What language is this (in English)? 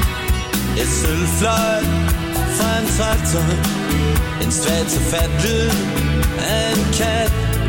Danish